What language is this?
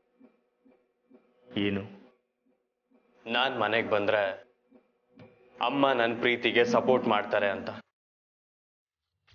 Kannada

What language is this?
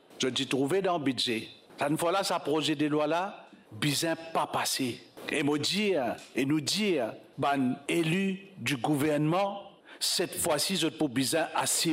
Morisyen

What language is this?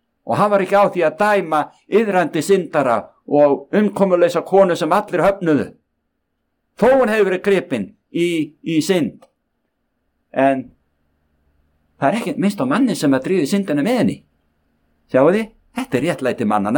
Icelandic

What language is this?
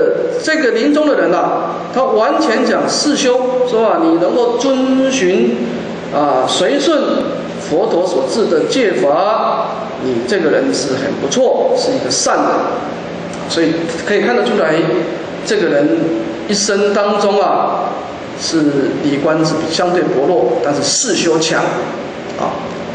Chinese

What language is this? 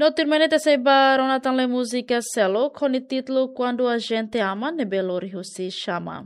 Tetum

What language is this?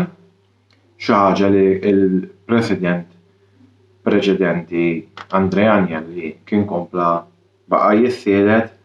Maltese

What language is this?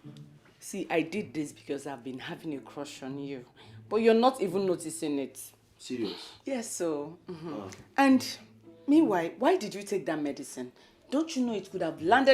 Nigerian Pidgin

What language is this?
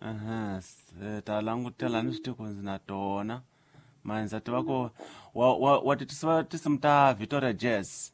Tsonga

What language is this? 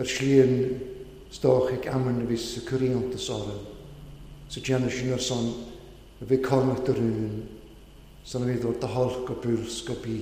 Welsh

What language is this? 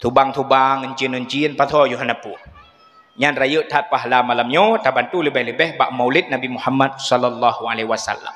Achinese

